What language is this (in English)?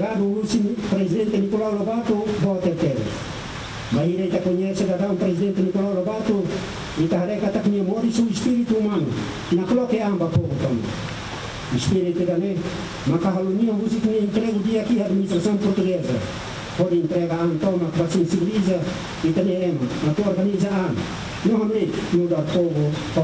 Tetum